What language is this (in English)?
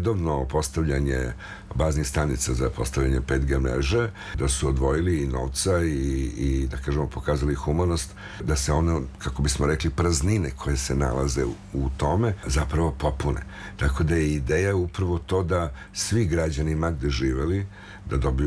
Serbian